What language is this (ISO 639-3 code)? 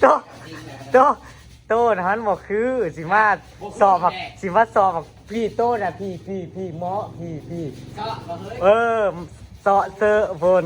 tts